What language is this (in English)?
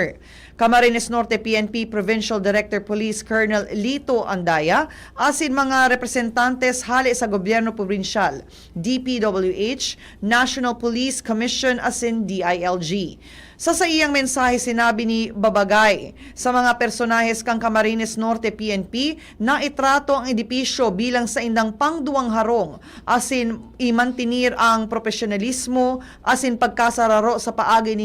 Bikol